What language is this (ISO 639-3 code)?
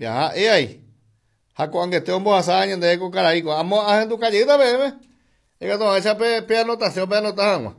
grn